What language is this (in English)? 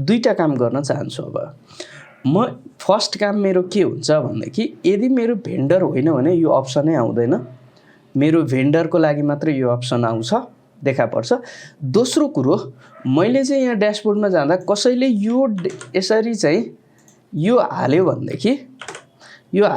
Nepali